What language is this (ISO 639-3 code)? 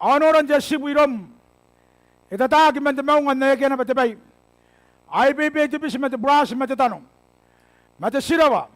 gil